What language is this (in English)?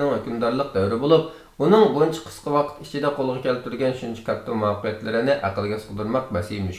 Uyghur